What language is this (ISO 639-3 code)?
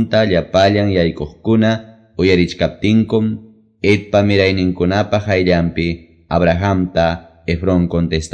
que